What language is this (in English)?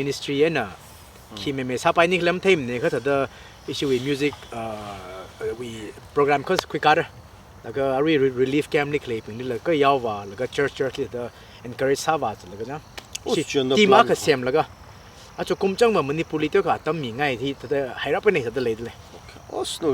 Tangkhul Naga (India)